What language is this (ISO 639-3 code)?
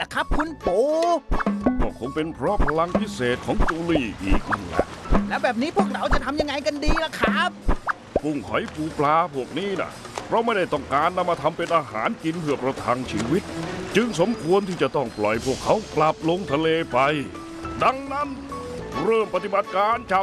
tha